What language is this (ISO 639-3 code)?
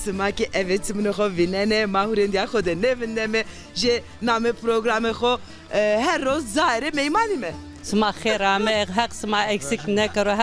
zza